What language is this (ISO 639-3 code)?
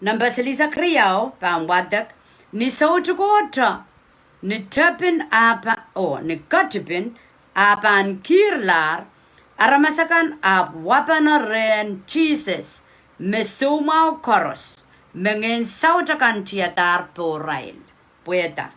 pon